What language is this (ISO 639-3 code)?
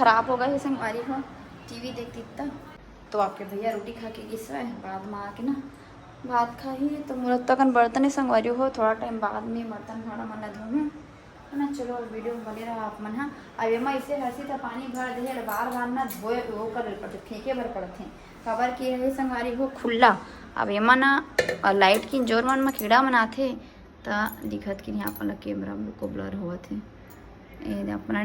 hne